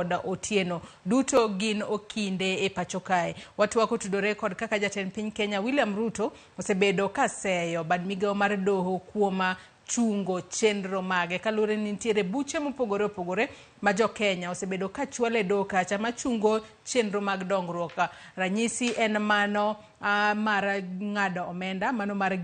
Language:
Luo (Kenya and Tanzania)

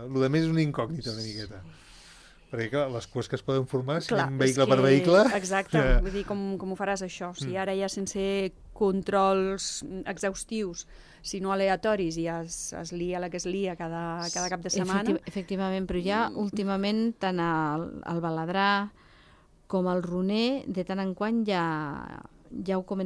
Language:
Catalan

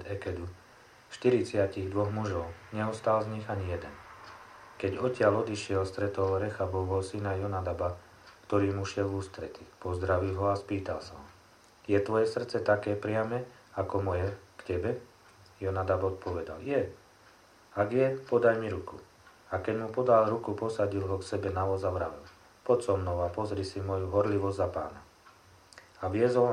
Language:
Slovak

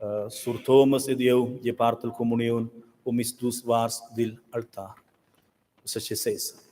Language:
Romansh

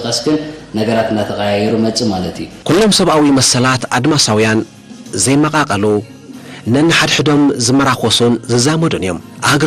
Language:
Tigrinya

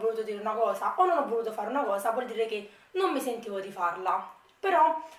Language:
Italian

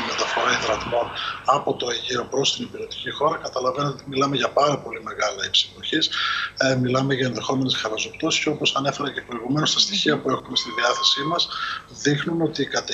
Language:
Greek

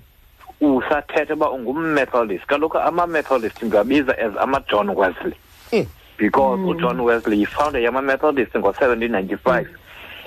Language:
Xhosa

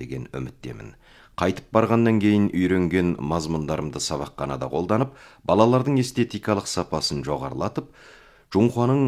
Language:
Kazakh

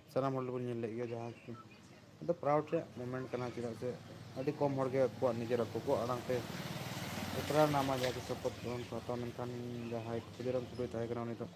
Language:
Santali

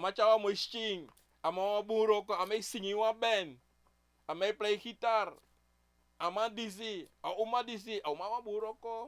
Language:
Sranan Tongo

